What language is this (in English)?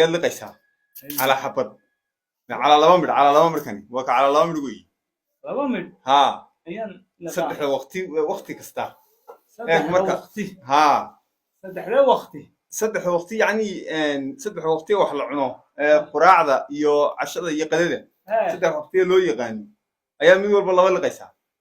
Somali